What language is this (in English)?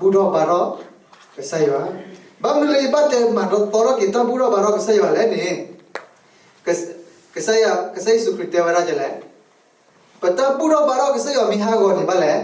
S'gaw Karen